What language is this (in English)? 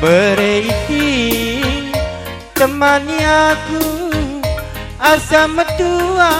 Batak Karo